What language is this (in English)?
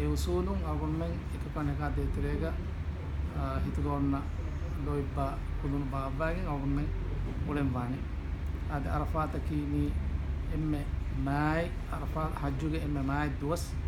Divehi